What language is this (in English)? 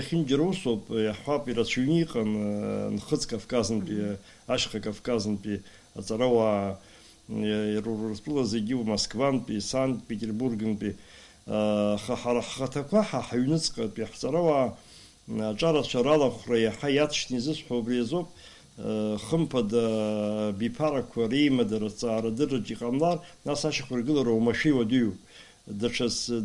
Abkhazian